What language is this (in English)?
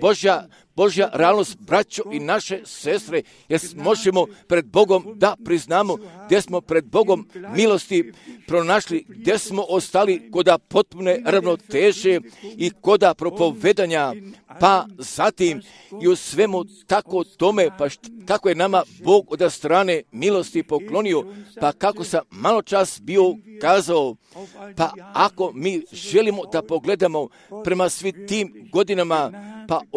Croatian